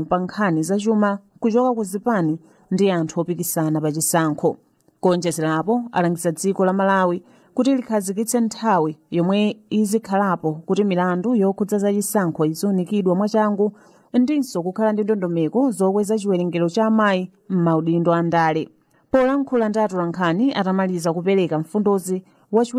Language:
Nyanja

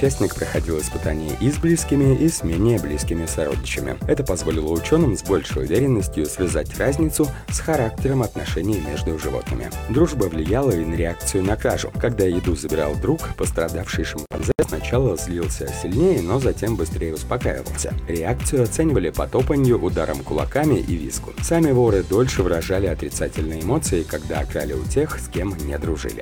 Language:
Russian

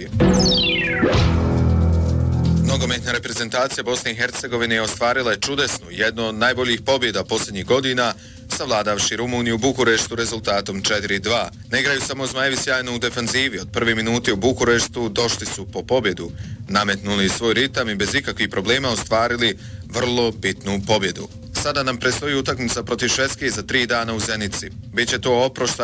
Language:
Bosnian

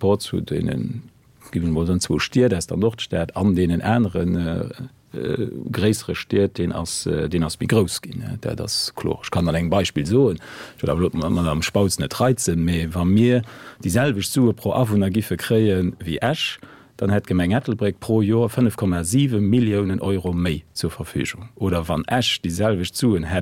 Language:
Luxembourgish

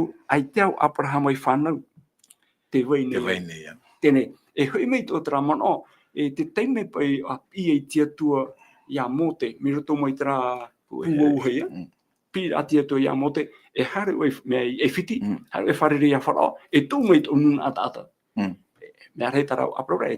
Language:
Tahitian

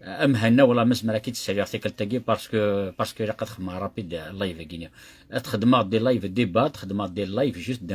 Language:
Kabyle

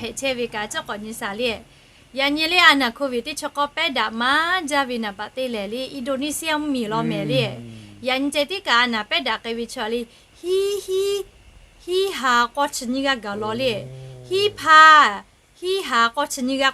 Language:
Lahu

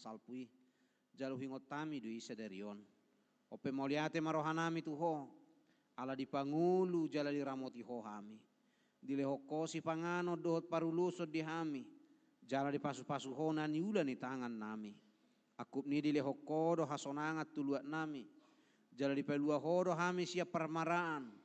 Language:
Batak Toba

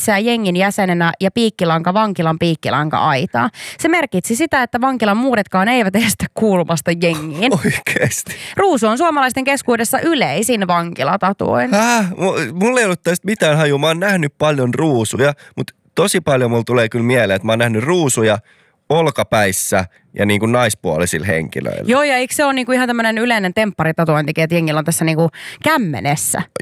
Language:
Finnish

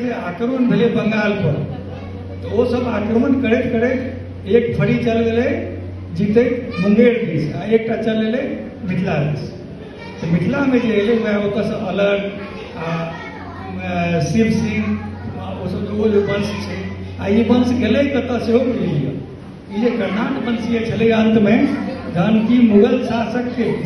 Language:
Maithili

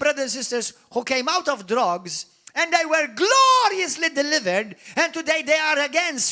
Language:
English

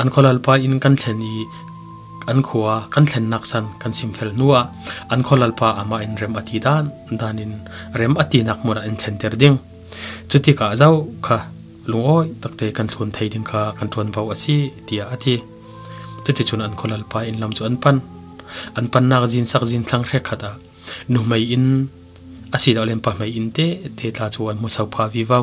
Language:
Falam Chin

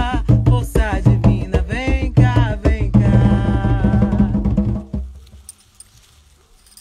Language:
Portuguese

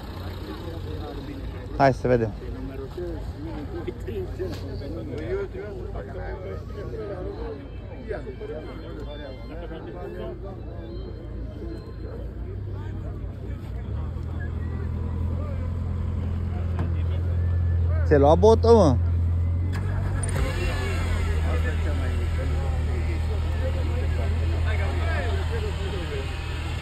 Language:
Romanian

